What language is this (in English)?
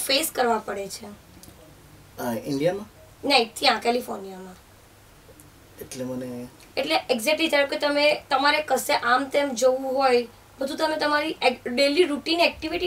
Gujarati